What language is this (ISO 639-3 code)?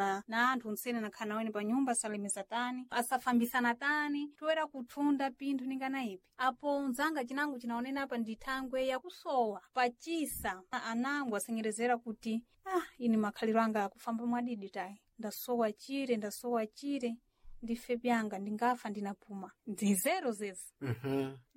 seh